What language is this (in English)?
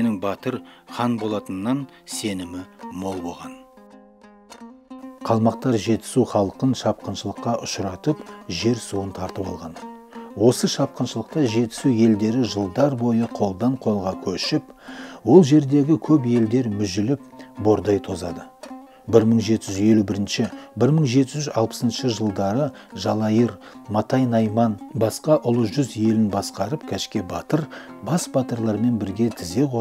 Kazakh